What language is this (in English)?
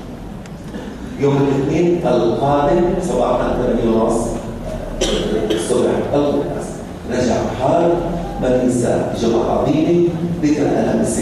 South Levantine Arabic